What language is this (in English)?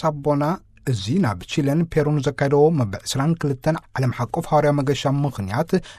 Tigrinya